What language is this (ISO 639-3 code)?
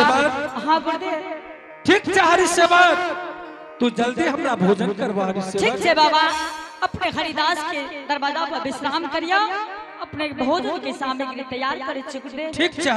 anp